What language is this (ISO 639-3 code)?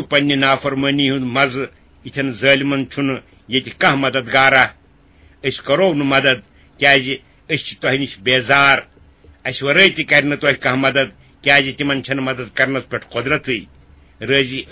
kas